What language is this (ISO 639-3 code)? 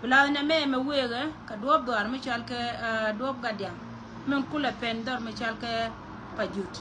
nus